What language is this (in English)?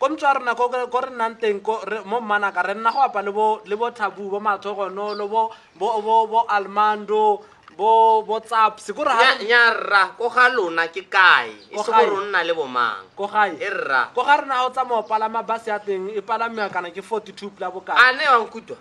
Tswana